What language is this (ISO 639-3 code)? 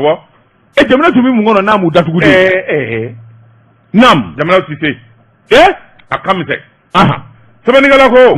bam